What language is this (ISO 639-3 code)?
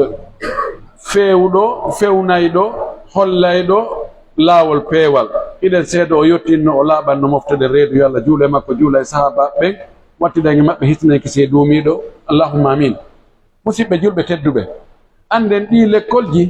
fuf